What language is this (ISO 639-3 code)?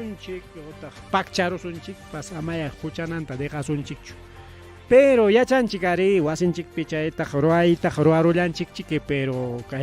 quy